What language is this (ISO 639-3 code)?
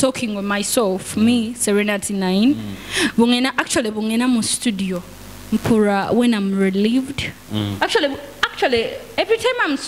nyo